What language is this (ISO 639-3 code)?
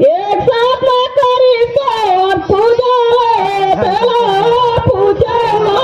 sgj